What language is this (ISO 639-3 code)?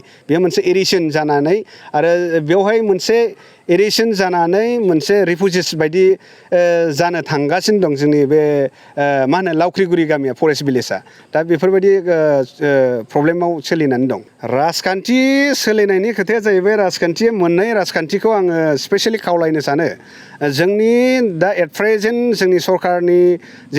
brx